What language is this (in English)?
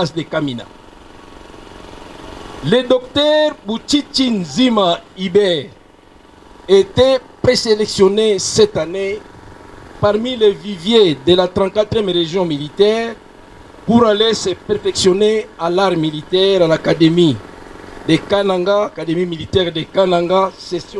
French